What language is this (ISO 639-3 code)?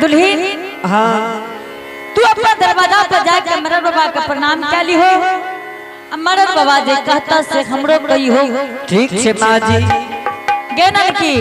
anp